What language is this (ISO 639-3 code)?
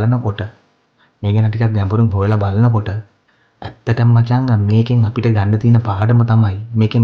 sin